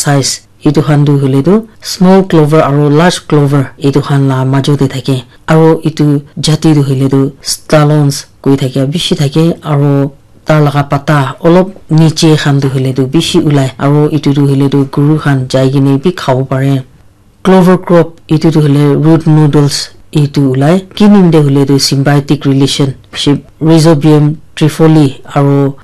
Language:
Naga Pidgin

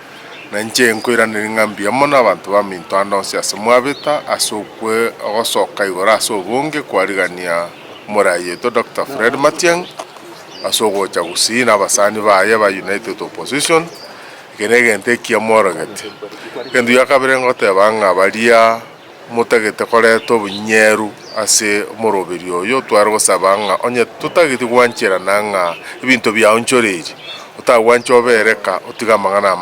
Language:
Gusii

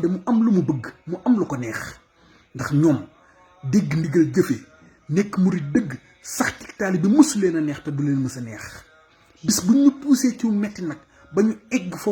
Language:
Wolof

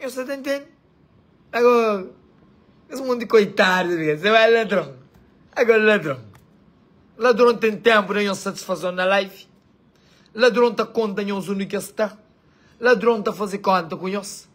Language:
Kabuverdianu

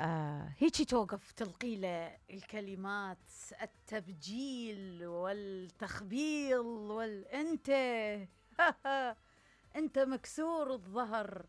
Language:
Mesopotamian Arabic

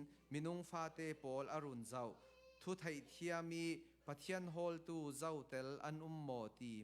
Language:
Falam Chin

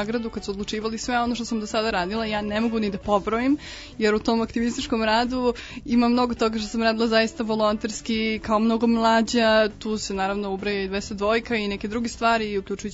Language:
Serbian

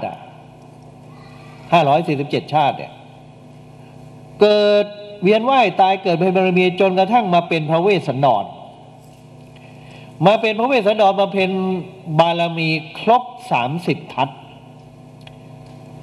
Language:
Thai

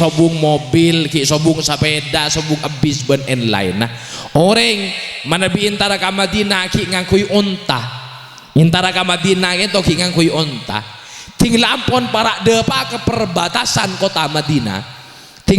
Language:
Madurese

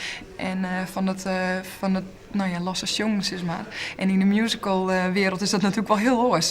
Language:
Western Frisian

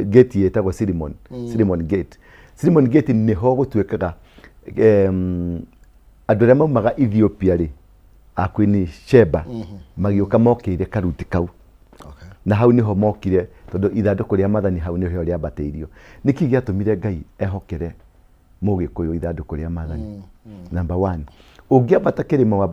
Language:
Kikuyu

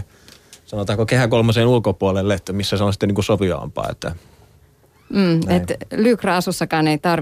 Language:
Finnish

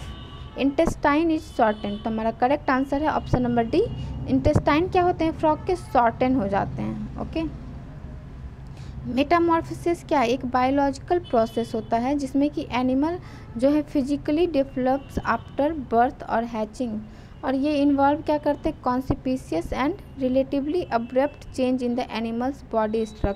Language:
Hindi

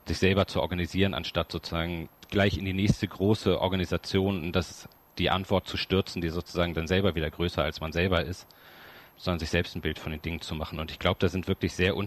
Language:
German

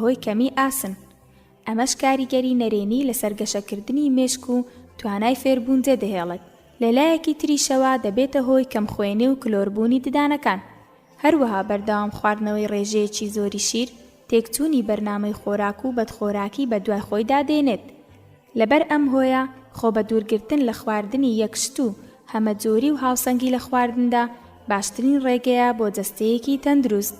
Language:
Central Kurdish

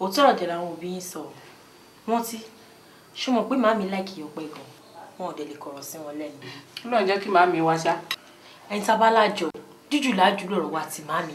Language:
Yoruba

